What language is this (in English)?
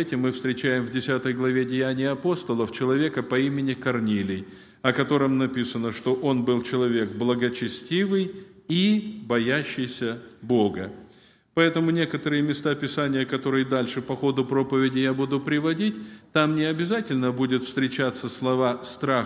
Russian